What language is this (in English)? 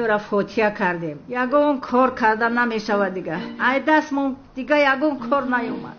Tajik